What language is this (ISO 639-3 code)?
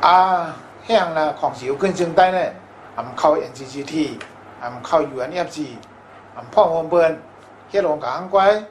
shn